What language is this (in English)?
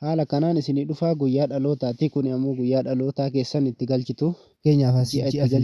Oromo